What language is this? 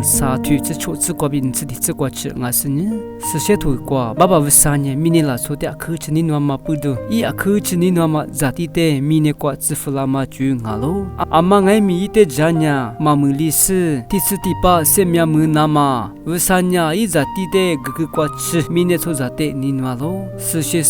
Lisu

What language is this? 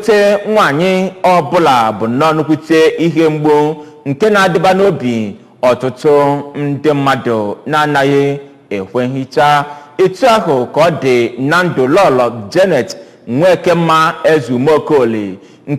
Igbo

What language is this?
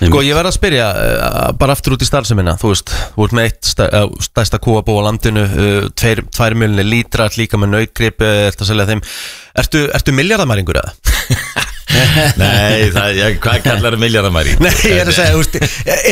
Icelandic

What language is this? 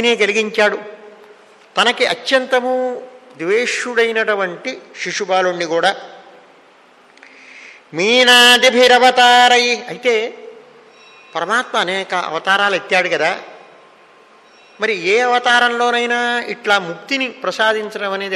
Telugu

